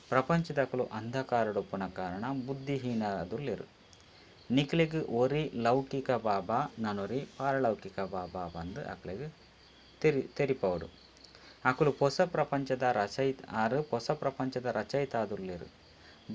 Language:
Tulu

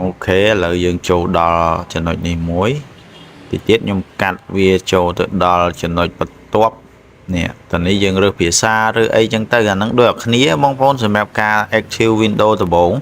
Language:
Khmer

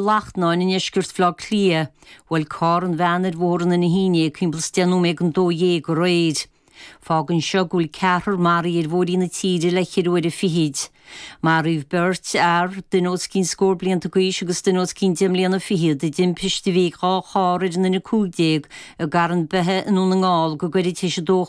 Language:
Irish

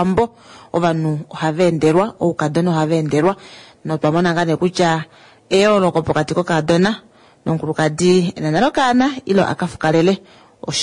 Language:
Kuanyama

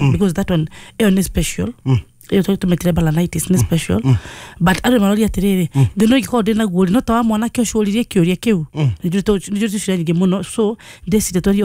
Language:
Kikuyu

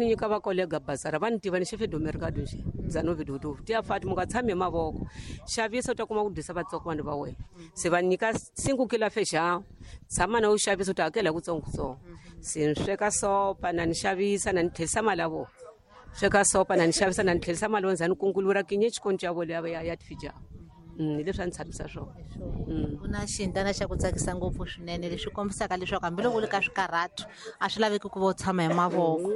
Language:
Tsonga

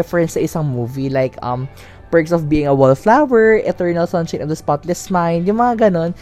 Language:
Filipino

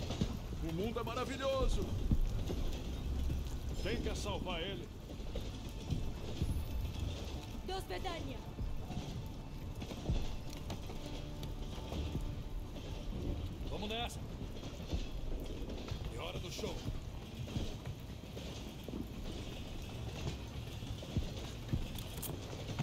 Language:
Portuguese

